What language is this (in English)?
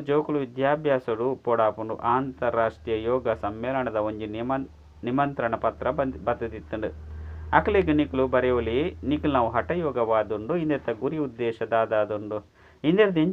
Tulu